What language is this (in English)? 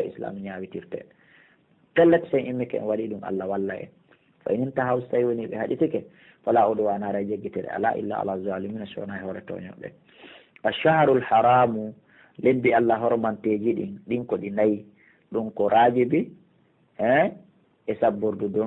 Pular